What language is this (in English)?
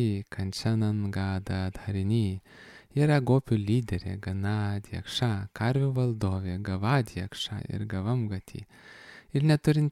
Lithuanian